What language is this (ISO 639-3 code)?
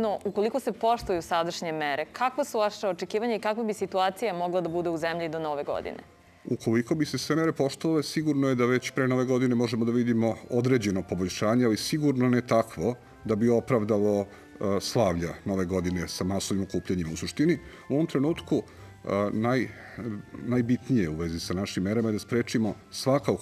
srp